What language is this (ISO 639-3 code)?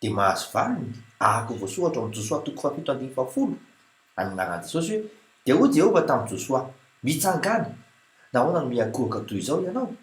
mlg